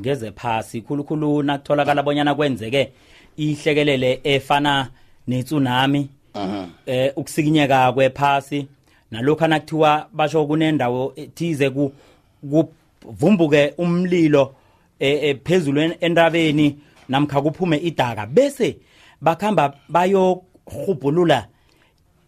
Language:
South Ndebele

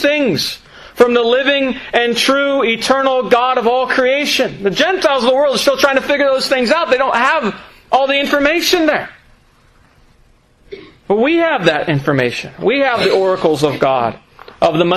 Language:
English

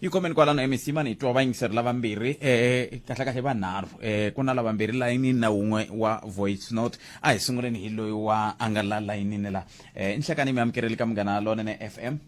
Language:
Tsonga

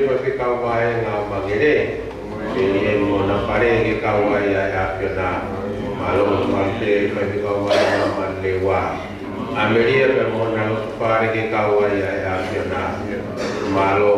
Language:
Tongan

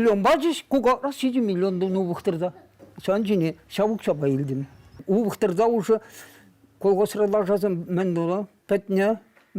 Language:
Chuvash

